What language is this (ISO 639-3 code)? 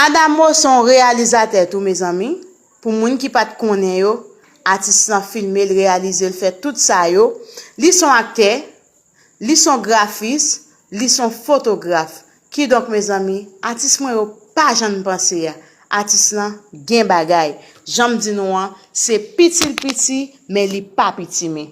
hat